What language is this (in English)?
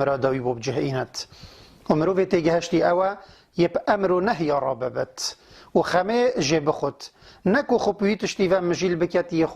Kurdish